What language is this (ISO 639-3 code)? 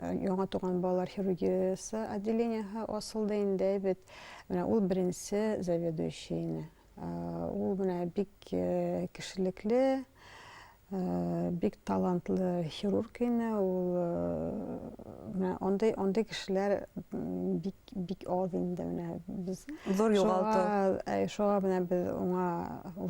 bak